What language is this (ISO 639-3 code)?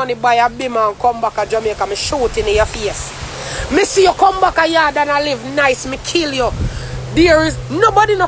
jam